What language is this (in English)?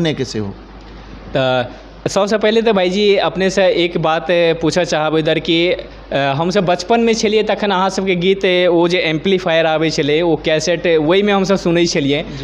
Maithili